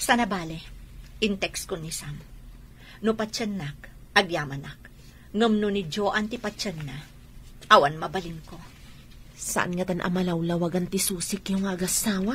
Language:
Iloko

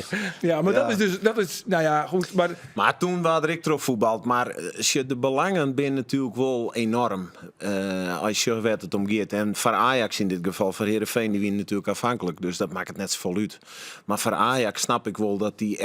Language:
Western Frisian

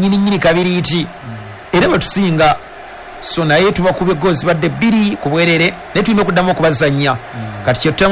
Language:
Ganda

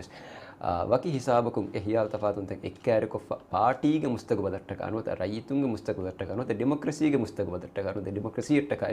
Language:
Divehi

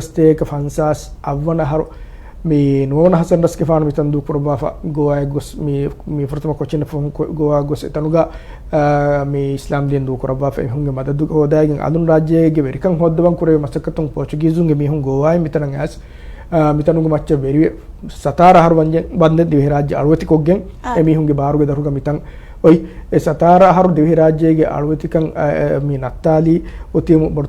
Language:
Divehi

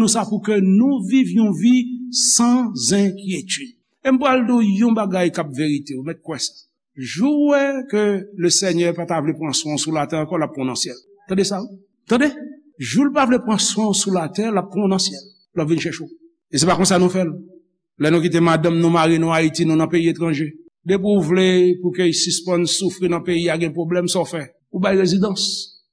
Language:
Haitian Creole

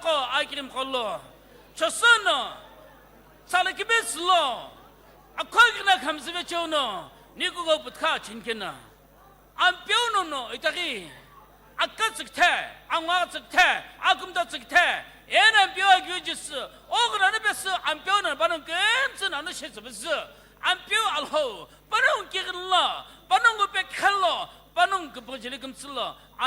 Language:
Sumi Naga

